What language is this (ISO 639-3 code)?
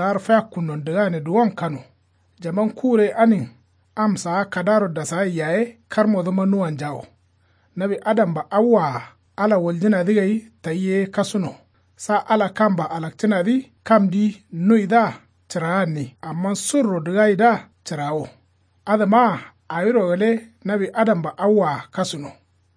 kau